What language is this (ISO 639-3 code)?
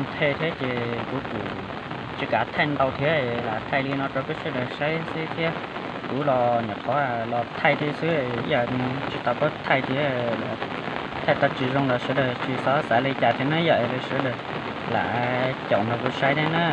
hmn